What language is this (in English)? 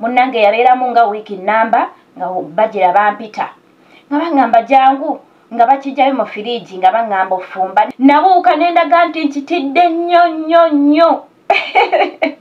Ganda